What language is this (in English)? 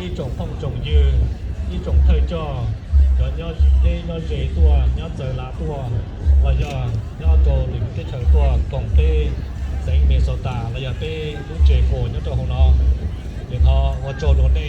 Hmong